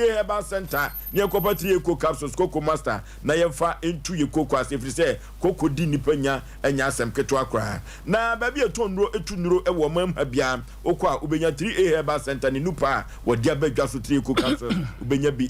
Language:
Akan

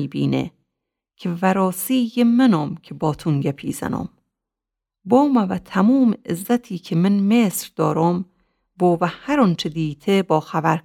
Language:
Gilaki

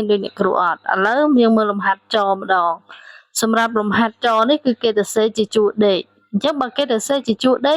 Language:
Khmer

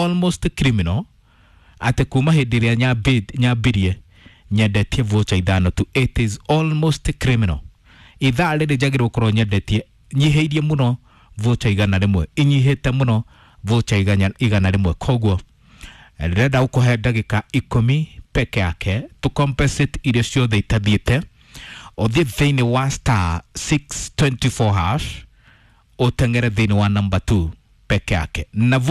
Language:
Kikuyu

